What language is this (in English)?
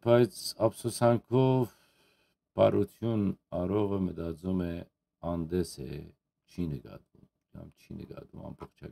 Western Armenian